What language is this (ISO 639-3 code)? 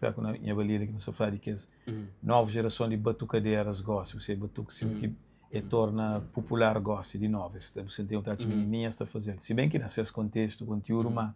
kea